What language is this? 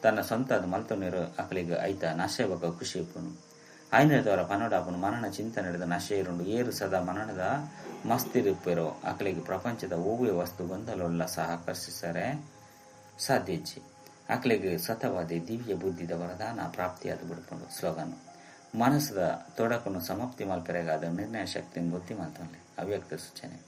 Tulu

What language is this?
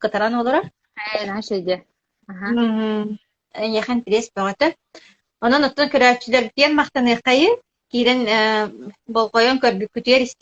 Yakut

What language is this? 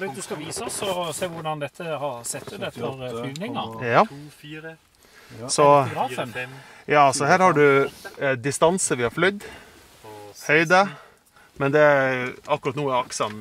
Norwegian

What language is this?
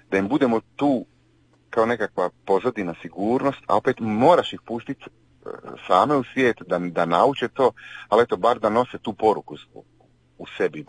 Croatian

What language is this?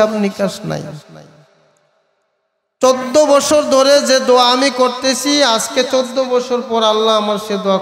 Bangla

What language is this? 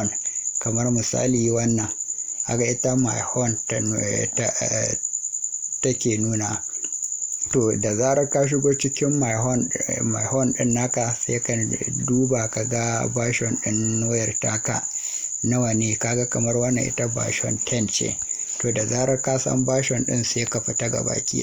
Hausa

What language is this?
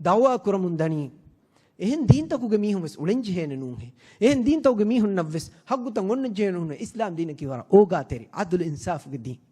Divehi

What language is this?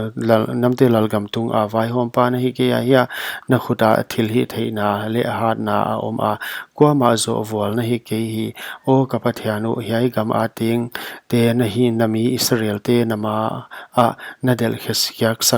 Paite Chin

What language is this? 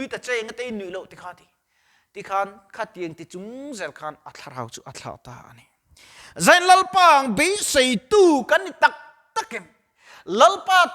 Mizo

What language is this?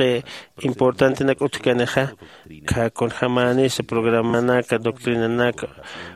Aymara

